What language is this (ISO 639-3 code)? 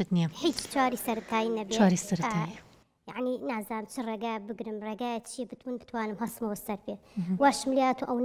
ckb